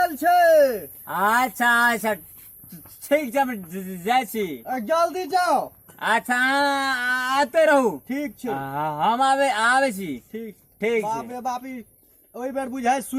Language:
Maithili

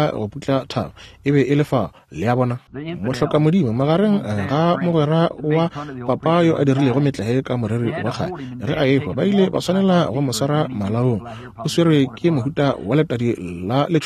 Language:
Northern Sotho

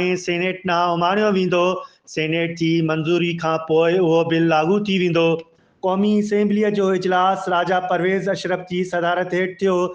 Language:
Sindhi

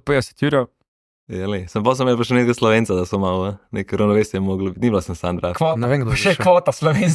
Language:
Slovenian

